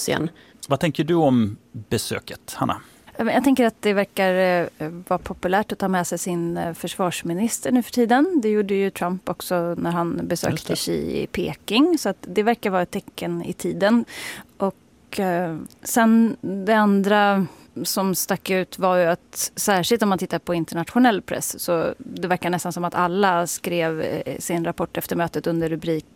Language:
Swedish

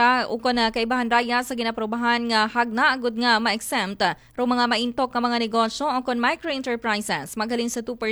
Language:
Aklanon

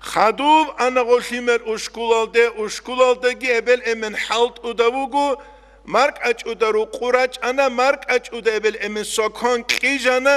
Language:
Avaric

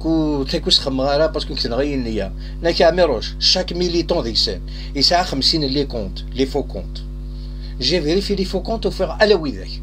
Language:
Kabyle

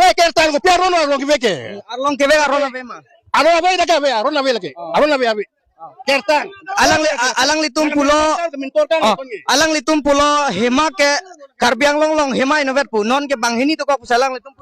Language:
Karbi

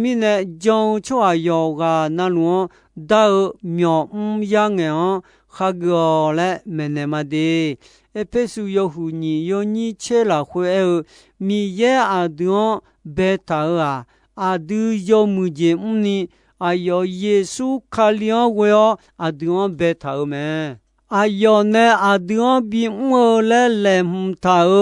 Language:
Akha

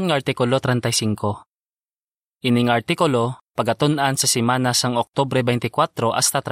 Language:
Hiligaynon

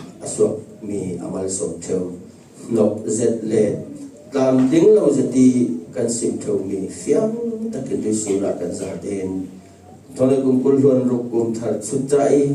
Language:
Falam Chin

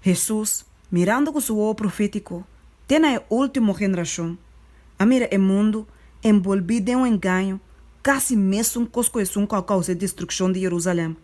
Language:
Papiamento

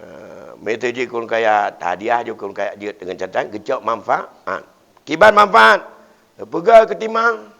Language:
Achinese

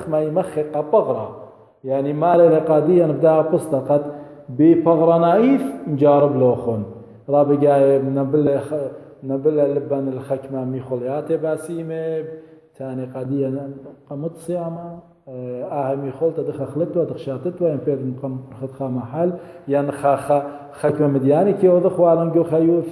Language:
Assyrian Neo-Aramaic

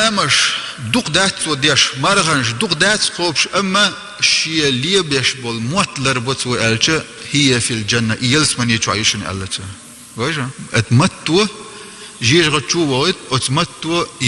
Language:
Chechen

